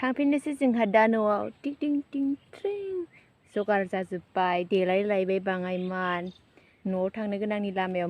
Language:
Bodo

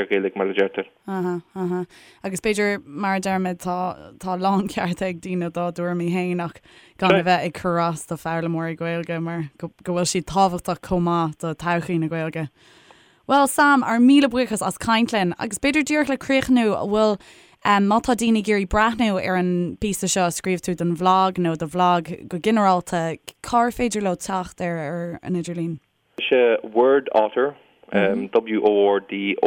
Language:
Irish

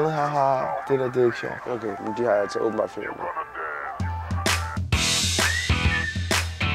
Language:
Danish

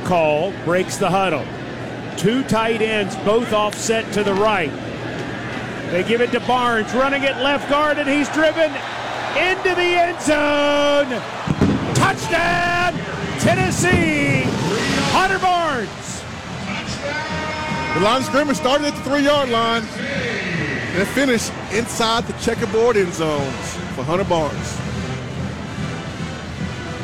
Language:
English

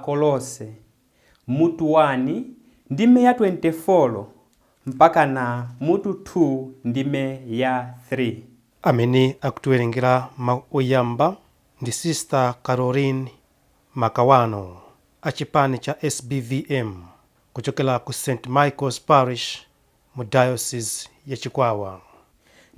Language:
Nyanja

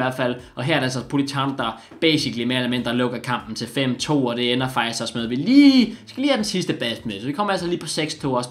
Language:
Danish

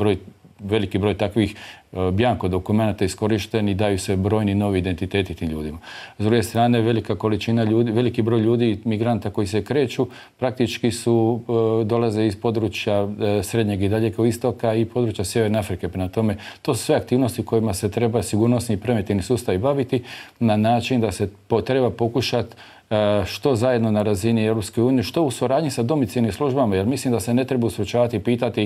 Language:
Croatian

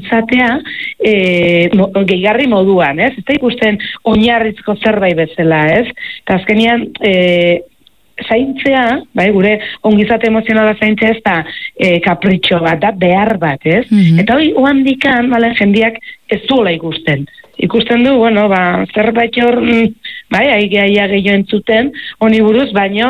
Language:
Basque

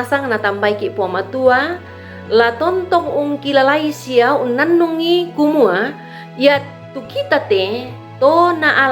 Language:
Toraja-Sa'dan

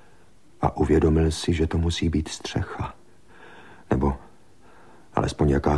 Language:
Czech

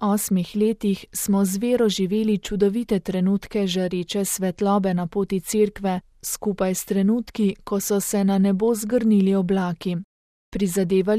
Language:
Slovenian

